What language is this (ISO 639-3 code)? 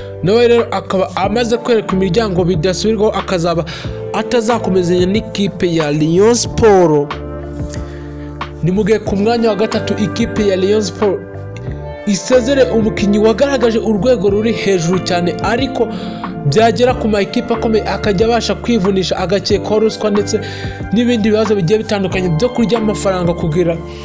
kin